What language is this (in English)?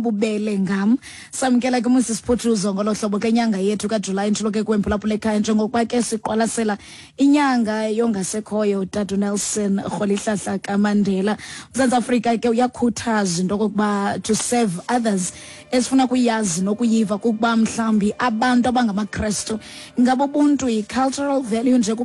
Xhosa